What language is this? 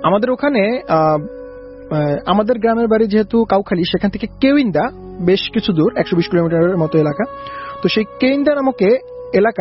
Bangla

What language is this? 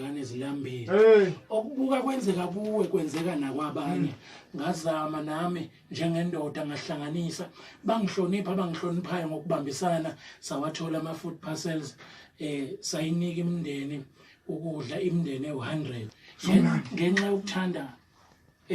Zulu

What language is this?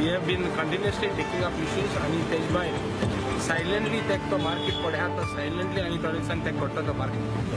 Konkani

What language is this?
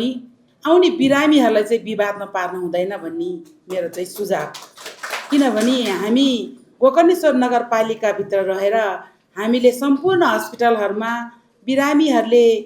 Nepali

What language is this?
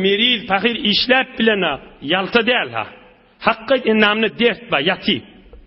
Turkmen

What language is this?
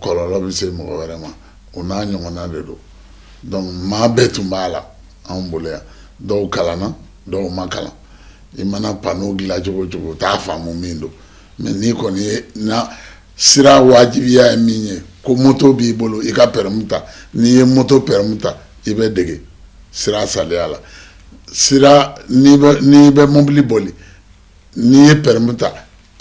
Bambara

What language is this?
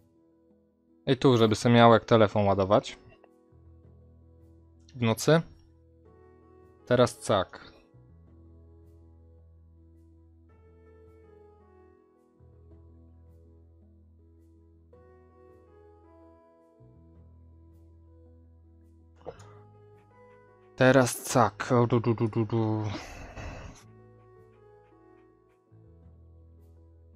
Polish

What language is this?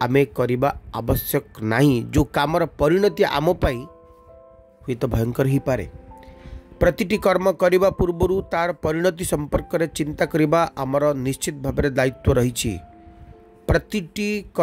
Odia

